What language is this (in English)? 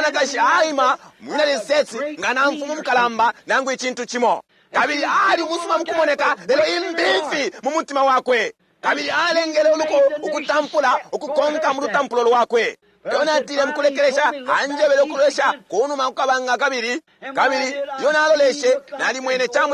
Bemba